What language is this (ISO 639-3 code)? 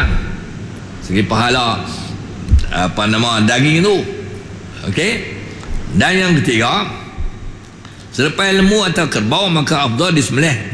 msa